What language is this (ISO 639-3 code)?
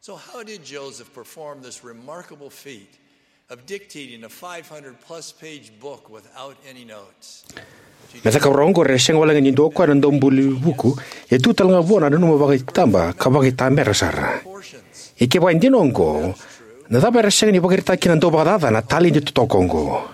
fij